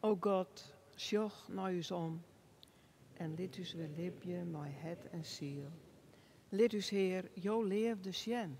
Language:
Western Frisian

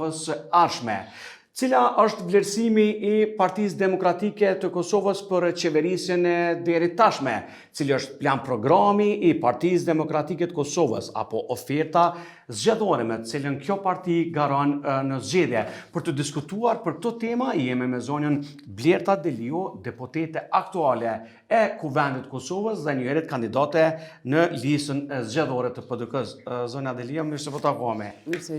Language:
Albanian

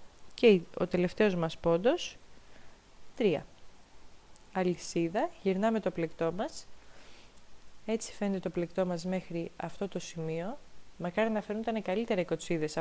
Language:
Greek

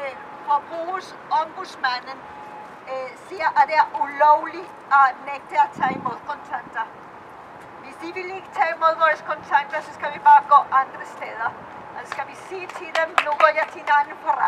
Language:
Danish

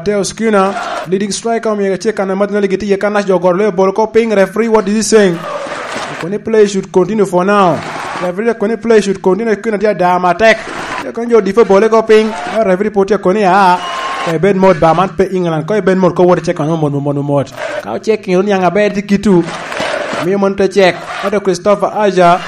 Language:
Lango (Uganda)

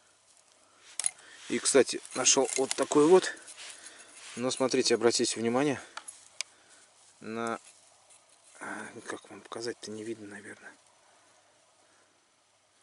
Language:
Russian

